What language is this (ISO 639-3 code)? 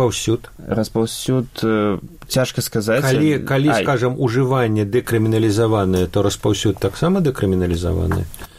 bel